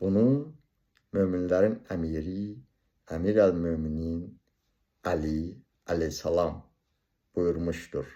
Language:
Azerbaijani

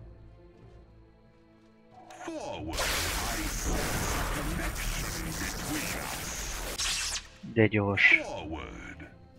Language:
Hungarian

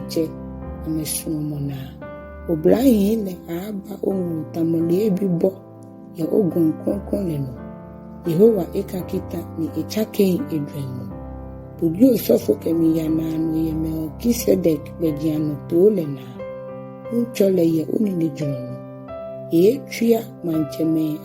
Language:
Ga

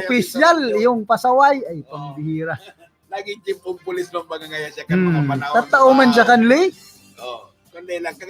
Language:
Bikol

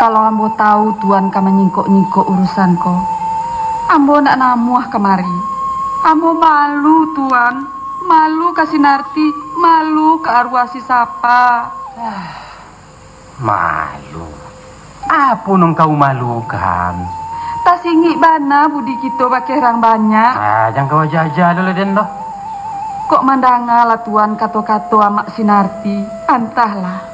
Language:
Minangkabau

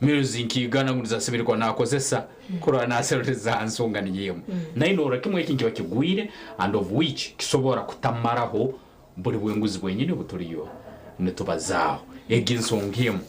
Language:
Nyankole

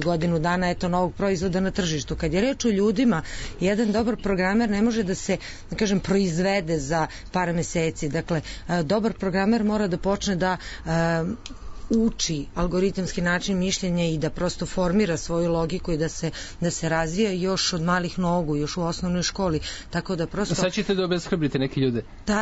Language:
Serbian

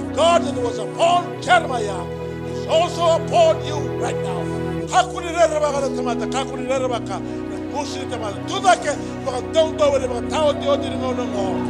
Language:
Fijian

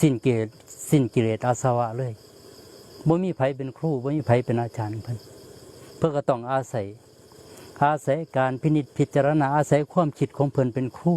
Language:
Northeastern Thai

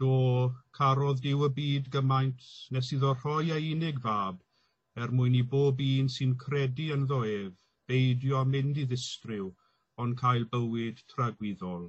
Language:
Welsh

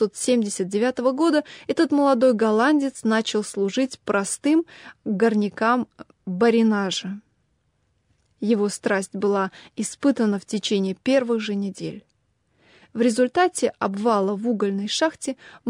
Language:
Russian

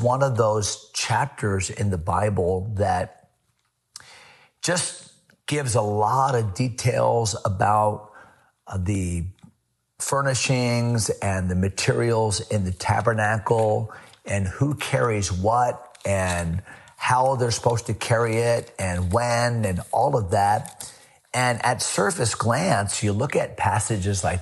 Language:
English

